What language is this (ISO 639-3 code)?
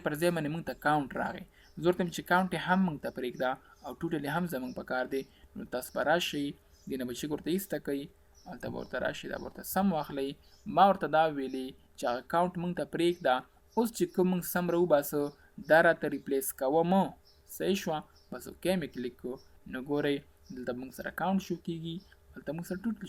pus